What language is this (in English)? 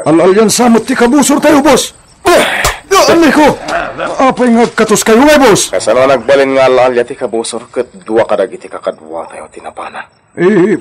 Iloko